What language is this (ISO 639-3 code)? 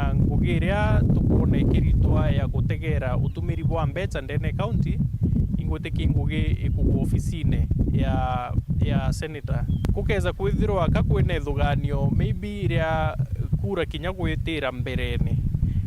mer